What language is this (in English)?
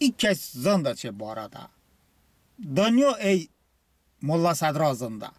Talysh